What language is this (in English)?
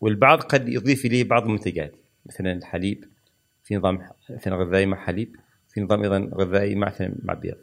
Gulf Arabic